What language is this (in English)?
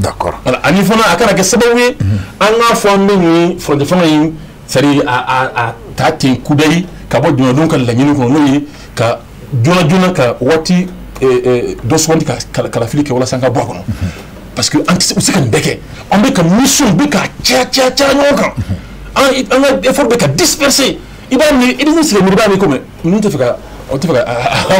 Bambara